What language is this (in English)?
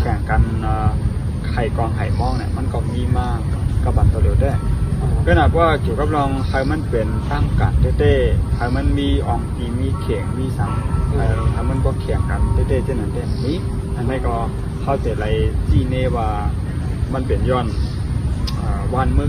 Shan